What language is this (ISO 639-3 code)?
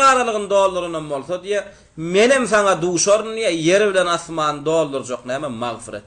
tuk